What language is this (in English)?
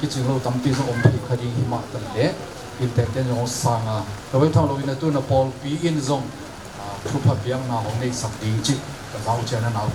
Tedim Chin